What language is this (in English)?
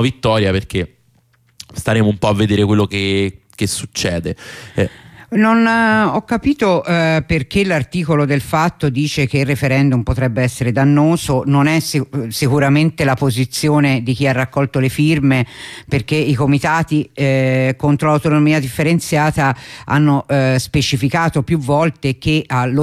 Italian